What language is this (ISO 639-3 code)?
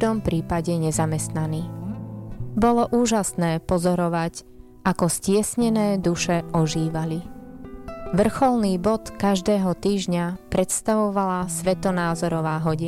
slk